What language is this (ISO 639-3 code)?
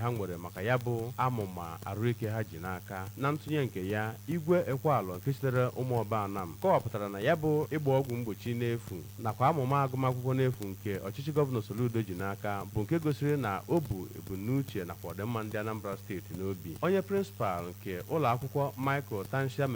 ibo